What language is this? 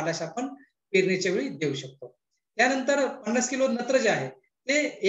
Marathi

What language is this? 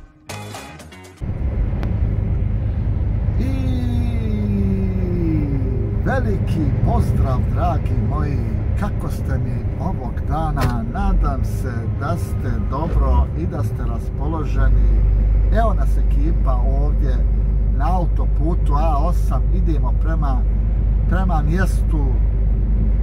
Bosnian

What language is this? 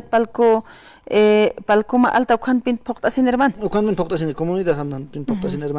Aymara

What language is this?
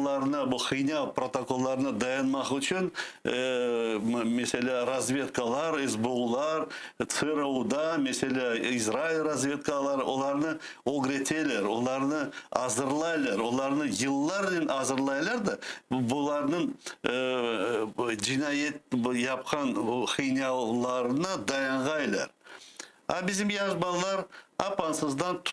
Crimean Tatar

